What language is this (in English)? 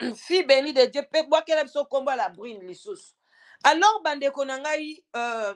Lingala